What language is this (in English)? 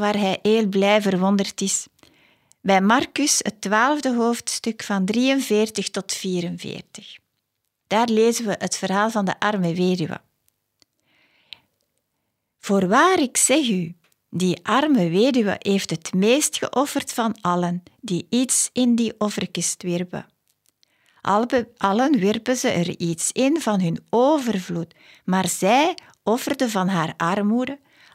Dutch